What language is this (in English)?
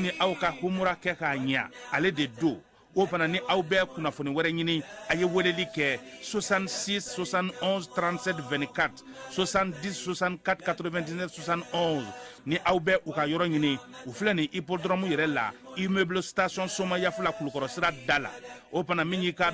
Bambara